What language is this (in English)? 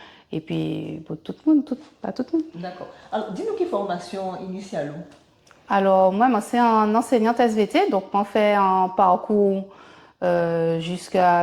Guadeloupean Creole French